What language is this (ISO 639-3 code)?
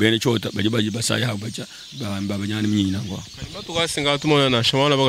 lua